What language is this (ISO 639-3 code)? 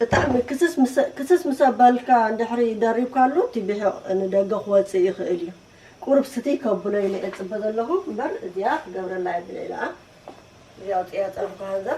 tir